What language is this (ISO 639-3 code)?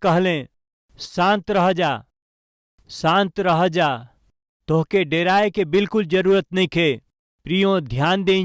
bho